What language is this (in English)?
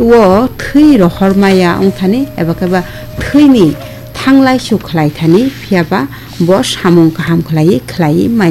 Kok Borok